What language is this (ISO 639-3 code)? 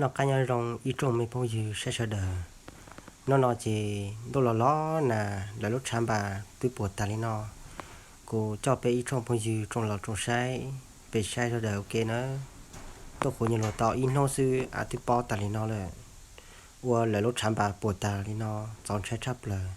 hmn